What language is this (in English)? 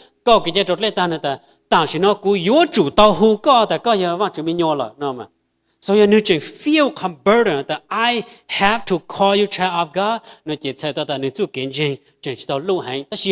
Hmong